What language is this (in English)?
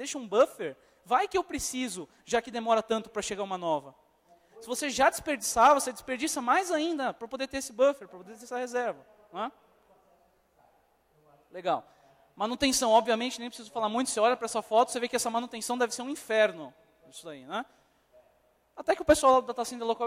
Portuguese